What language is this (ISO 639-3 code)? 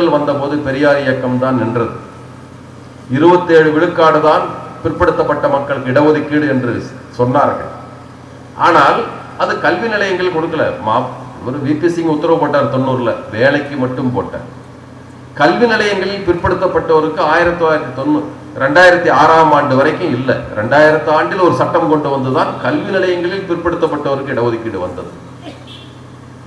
tam